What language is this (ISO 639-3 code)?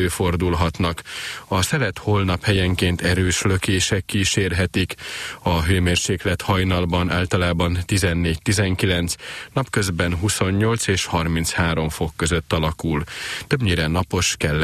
hun